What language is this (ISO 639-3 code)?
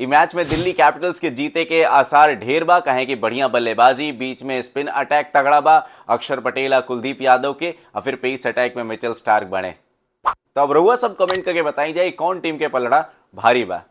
bho